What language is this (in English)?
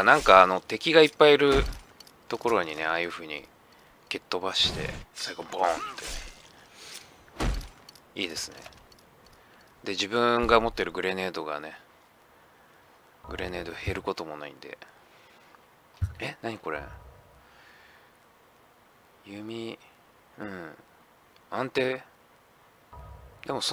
Japanese